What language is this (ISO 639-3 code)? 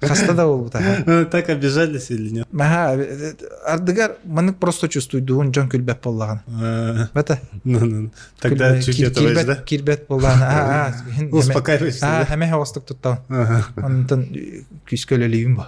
sah